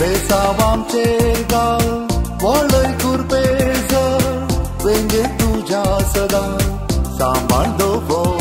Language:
Konkani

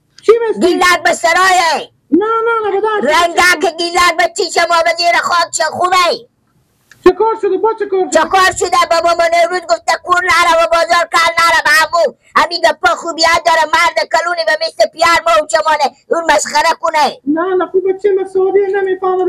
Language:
Persian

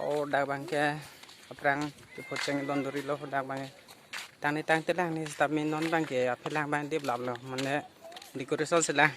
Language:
Karbi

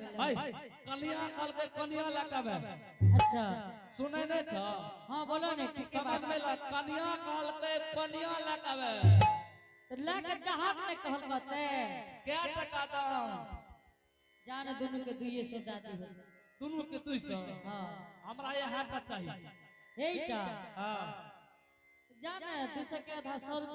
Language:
Angika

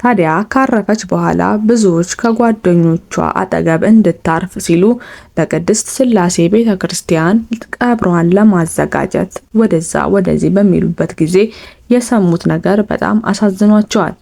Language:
Amharic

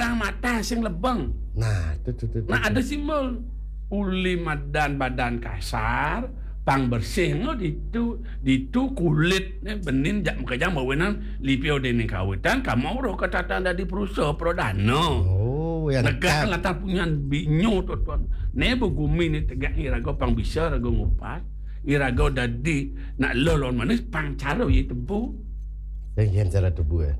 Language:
Balinese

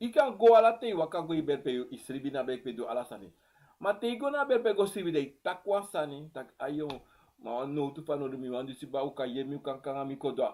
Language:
Sranan Tongo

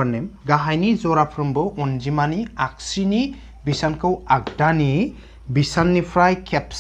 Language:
Bodo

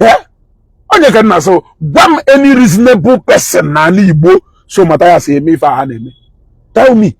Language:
Igbo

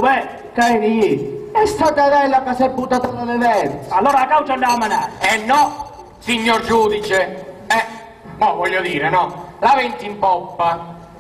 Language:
Sicilian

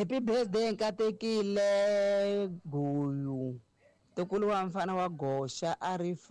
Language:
Tsonga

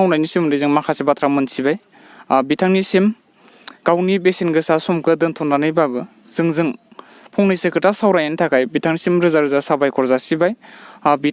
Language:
Bodo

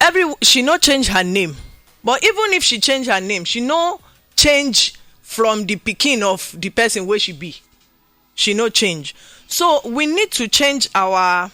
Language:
Nigerian Pidgin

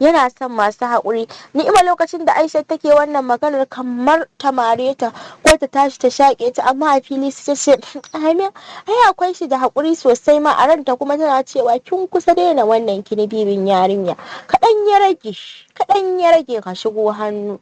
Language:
Hausa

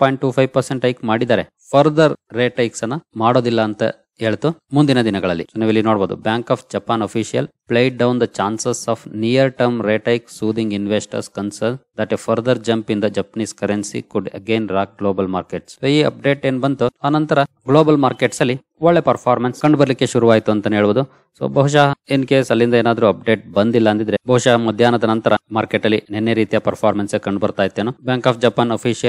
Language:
Kannada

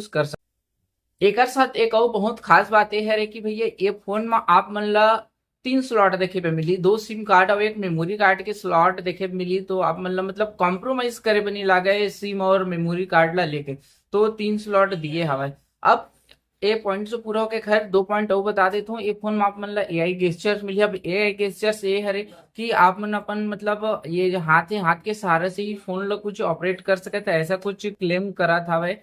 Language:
Chhattisgarhi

